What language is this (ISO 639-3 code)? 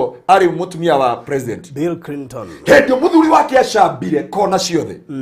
kik